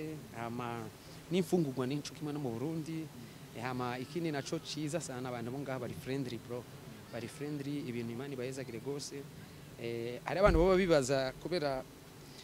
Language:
Kinyarwanda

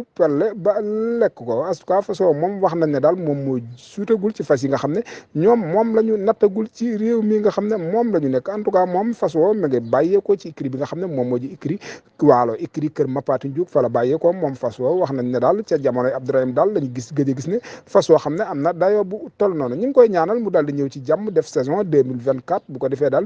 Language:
Wolof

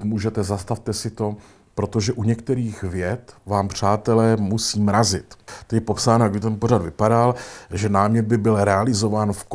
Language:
Czech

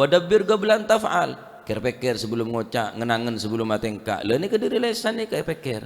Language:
Madurese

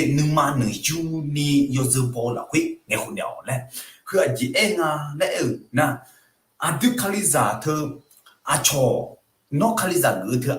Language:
Akha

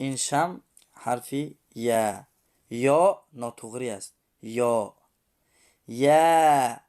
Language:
Tajik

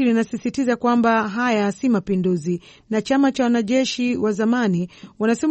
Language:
Swahili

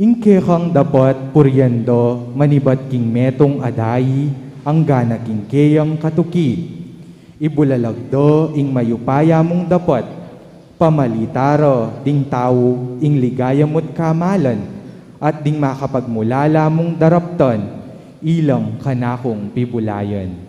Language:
Pampanga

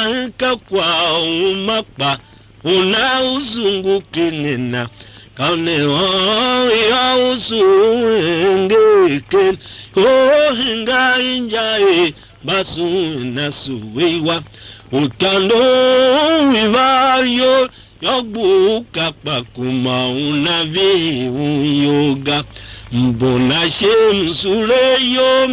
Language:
Tiv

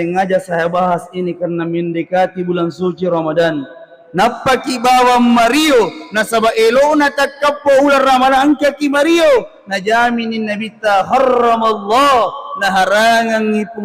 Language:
Buginese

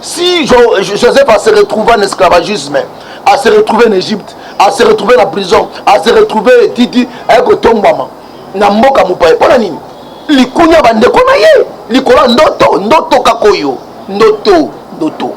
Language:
Lingala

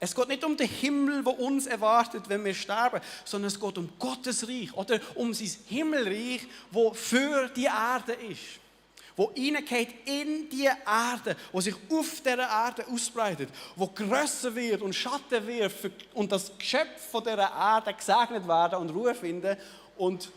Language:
Swiss German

